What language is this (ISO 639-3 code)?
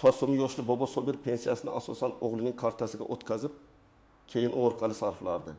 uzb